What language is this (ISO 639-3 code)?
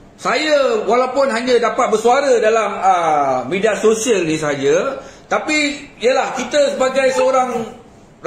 msa